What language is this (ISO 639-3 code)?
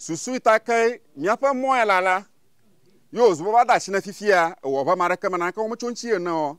ewe